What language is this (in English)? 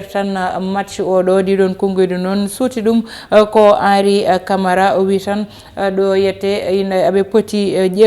Fula